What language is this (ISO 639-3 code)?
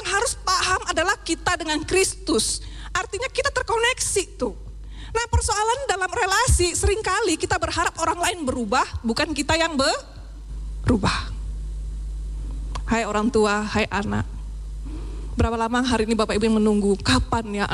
ind